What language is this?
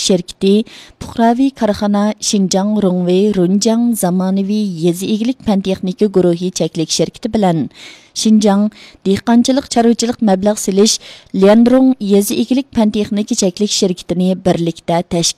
Uyghur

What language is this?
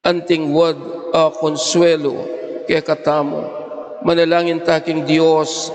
Pampanga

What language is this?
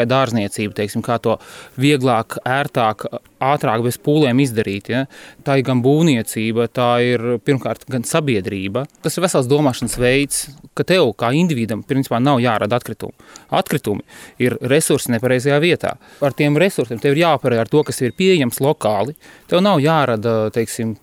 Latvian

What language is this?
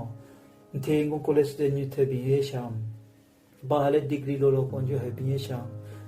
Southern Rengma Naga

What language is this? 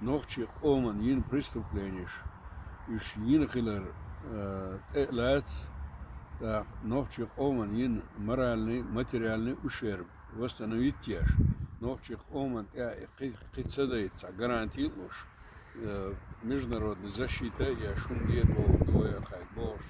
Chechen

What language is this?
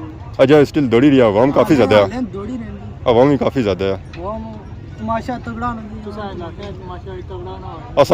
Pahari-Potwari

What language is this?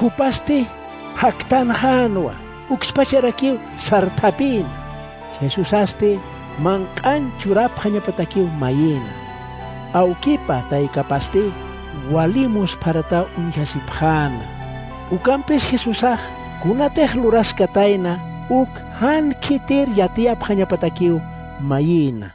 Aymara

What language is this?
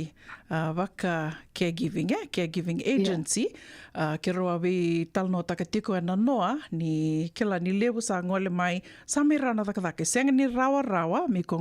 Fijian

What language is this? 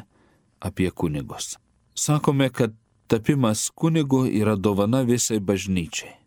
Lithuanian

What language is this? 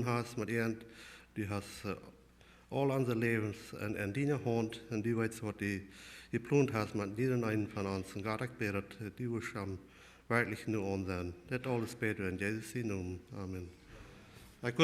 Plautdietsch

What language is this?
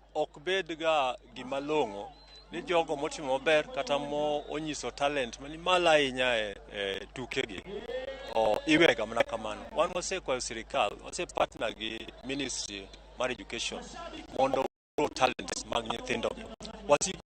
Luo (Kenya and Tanzania)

